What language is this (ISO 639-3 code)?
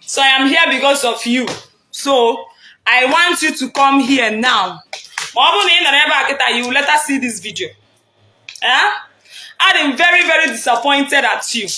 ibo